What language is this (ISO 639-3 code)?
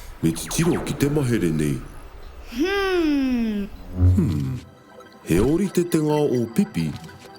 mri